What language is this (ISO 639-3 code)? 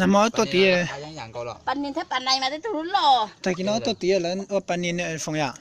hmn